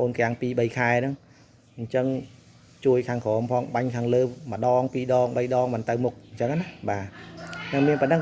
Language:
Khmer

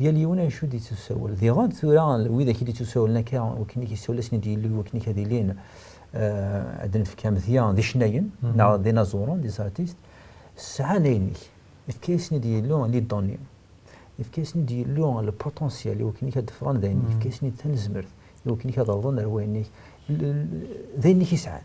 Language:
Kabyle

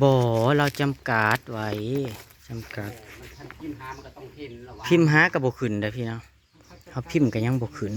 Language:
Northeastern Thai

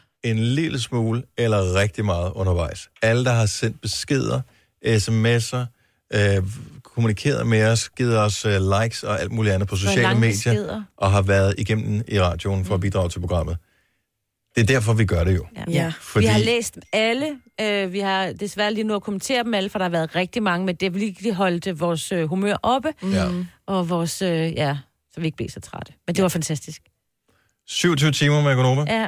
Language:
Danish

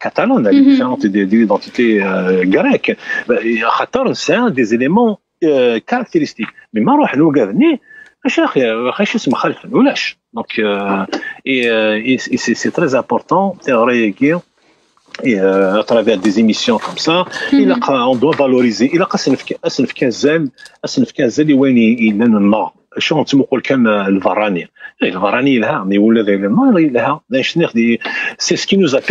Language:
Kabyle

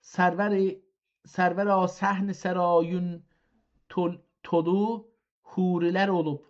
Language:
South Azerbaijani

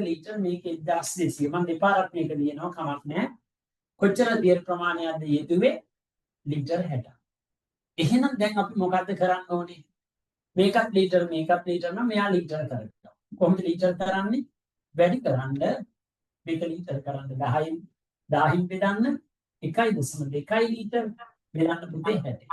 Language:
Sinhala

